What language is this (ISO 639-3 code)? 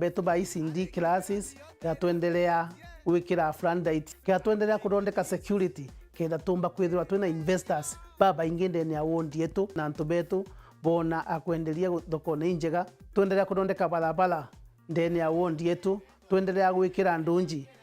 mer